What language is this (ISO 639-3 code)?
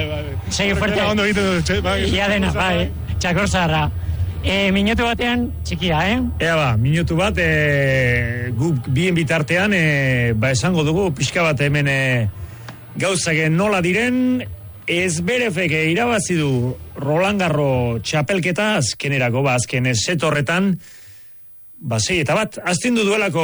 eus